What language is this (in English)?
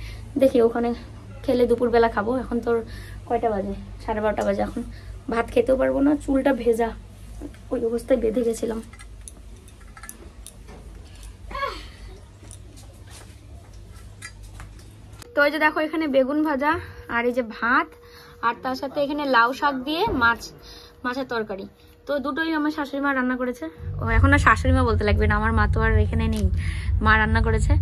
Bangla